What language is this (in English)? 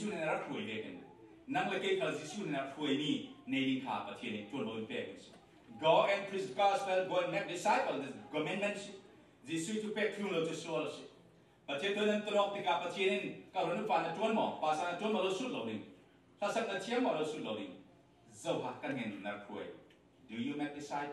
Falam Chin